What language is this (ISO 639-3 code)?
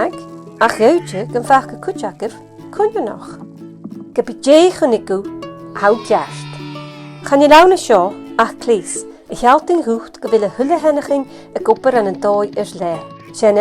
gla